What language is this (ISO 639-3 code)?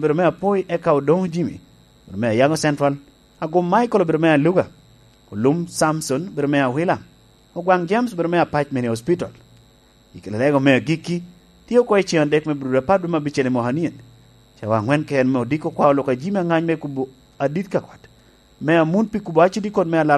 laj